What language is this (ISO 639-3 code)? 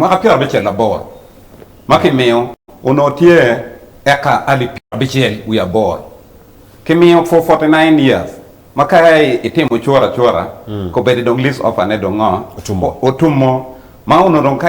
ach